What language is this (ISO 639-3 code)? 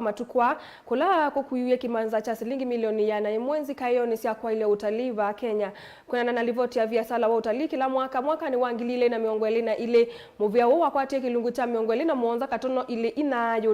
kam